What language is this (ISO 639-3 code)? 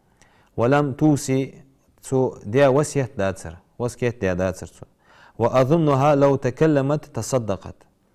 inh